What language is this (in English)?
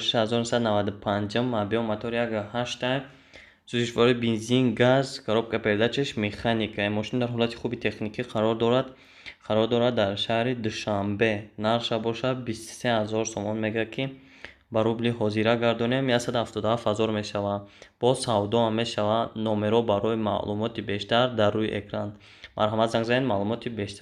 Tajik